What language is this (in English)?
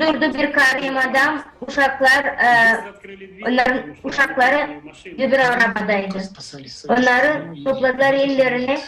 Gagauz